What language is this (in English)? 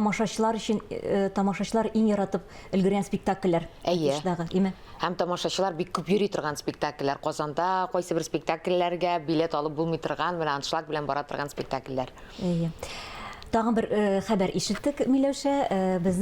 Tatar